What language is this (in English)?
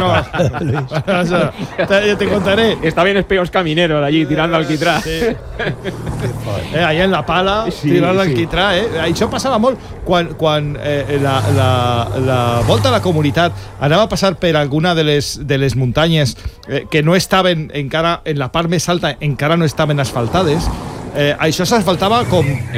Catalan